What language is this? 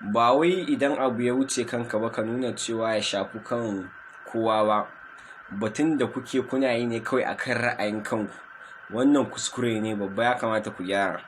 Hausa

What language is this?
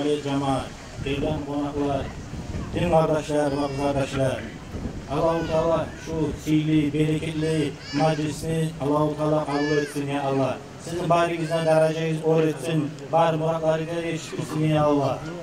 Kumyk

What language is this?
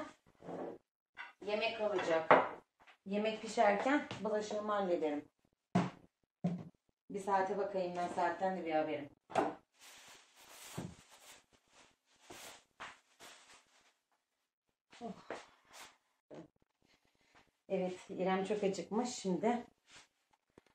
Turkish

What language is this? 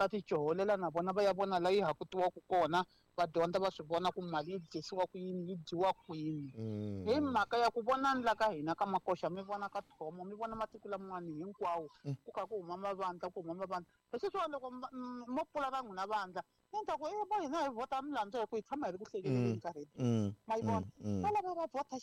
Tsonga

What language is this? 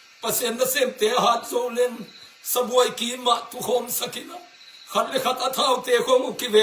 Tedim Chin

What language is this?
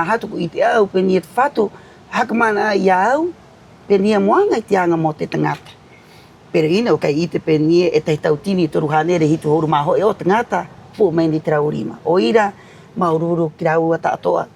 Rapanui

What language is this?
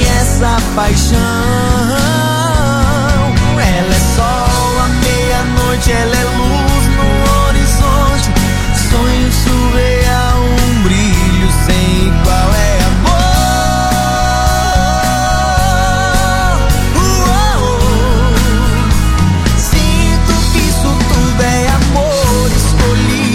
Portuguese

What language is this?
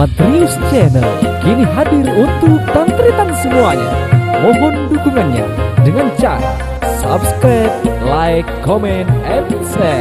Madurese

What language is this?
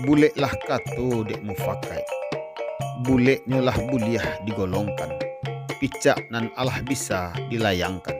Minangkabau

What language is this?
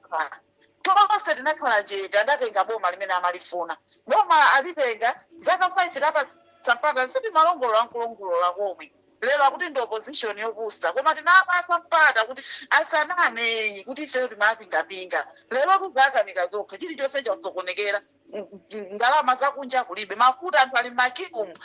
Nyanja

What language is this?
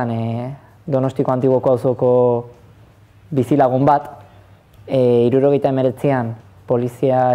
Basque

